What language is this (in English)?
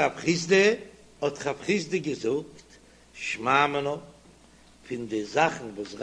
Yiddish